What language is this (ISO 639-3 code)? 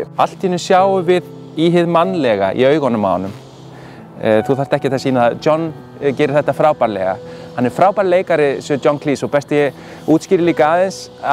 isl